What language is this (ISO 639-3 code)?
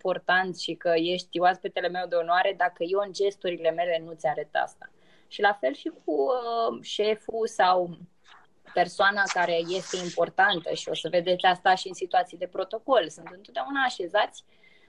ron